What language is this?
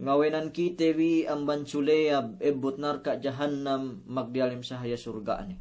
Yakan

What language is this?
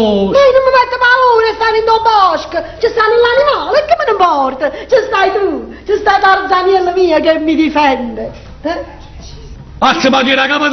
Neapolitan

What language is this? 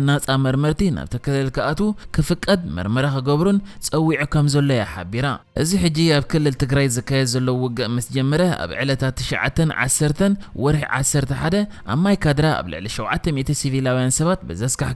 Tigrinya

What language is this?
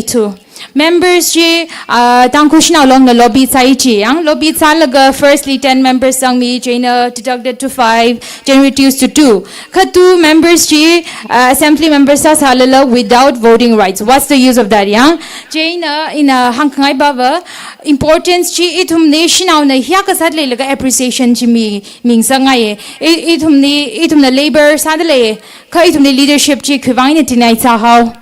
Tangkhul Naga (India)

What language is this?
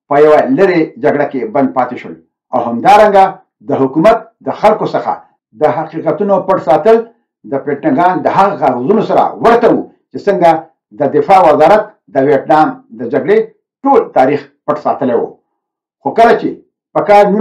Pashto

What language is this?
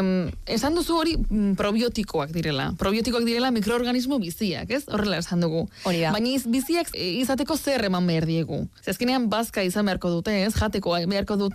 Basque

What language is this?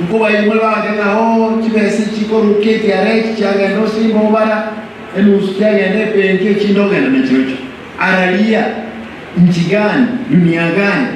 Gusii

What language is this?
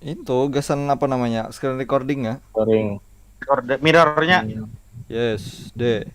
Banjar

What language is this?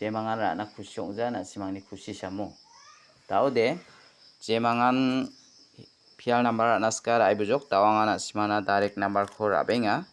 Garo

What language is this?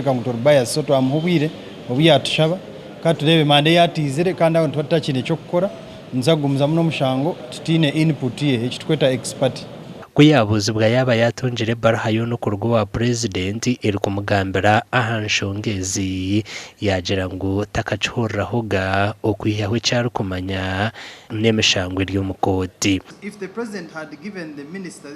Nyankole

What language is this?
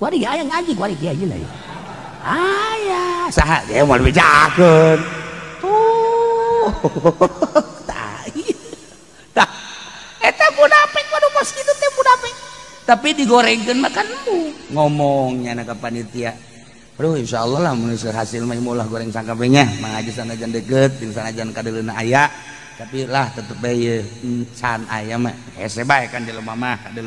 Sundanese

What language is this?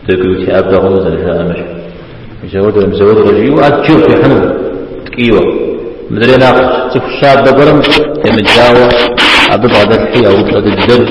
Kabardian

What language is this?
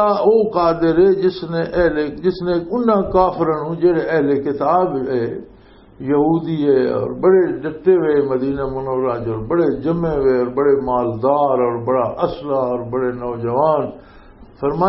Western Panjabi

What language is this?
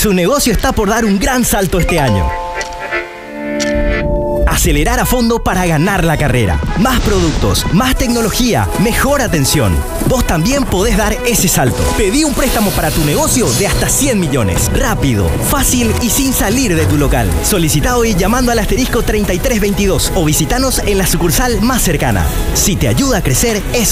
Spanish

